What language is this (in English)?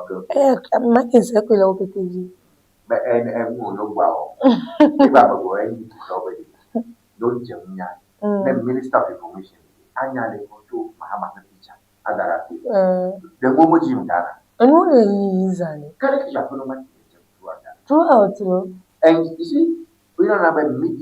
Ewe